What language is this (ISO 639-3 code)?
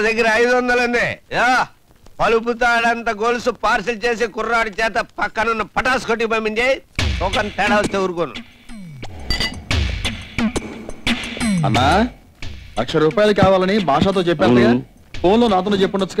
tel